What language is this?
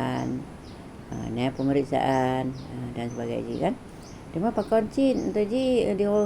Achinese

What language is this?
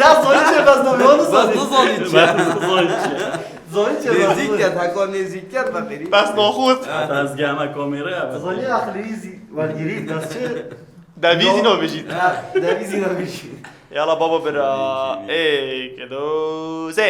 Kurdish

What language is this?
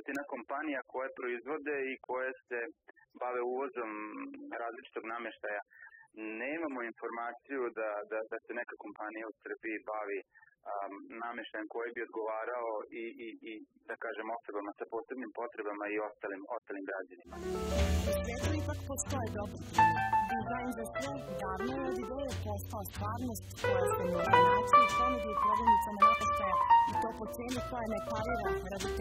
Serbian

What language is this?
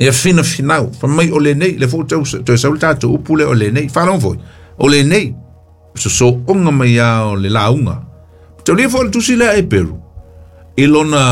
Samoan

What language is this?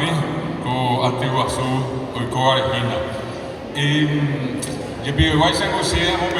Guarani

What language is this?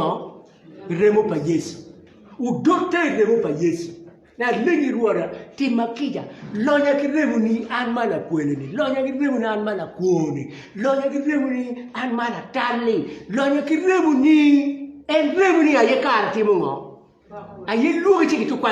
Acoli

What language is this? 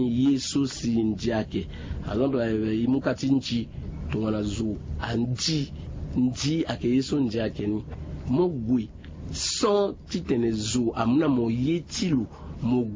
Sango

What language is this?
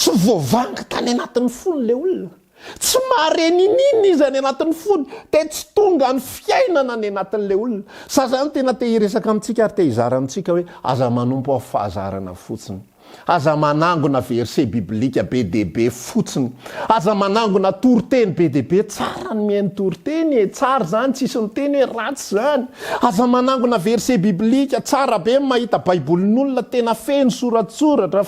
Malagasy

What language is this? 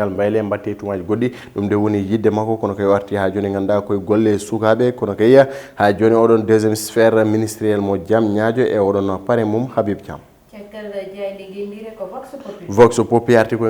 Fula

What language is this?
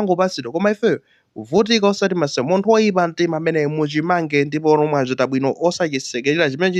Nyanja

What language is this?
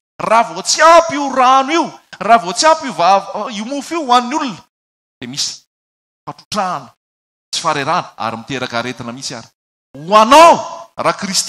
Malagasy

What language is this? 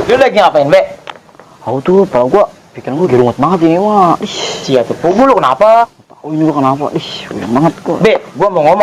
Betawi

